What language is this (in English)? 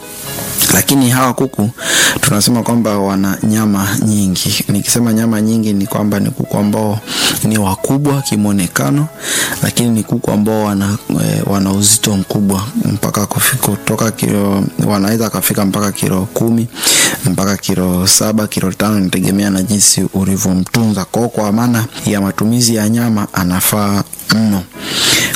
Swahili